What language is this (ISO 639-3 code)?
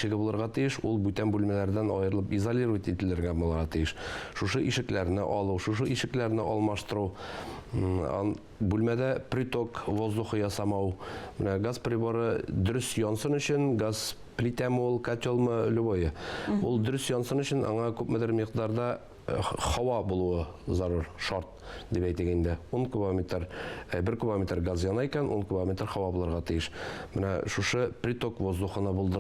tat